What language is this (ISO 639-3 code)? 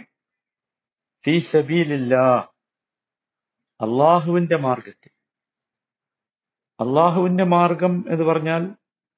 mal